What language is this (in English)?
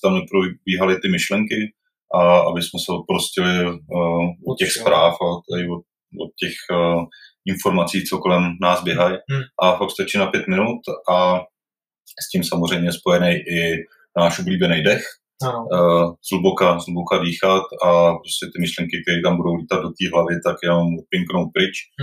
Czech